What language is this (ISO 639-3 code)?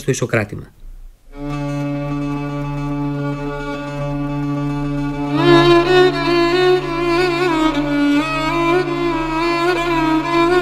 ell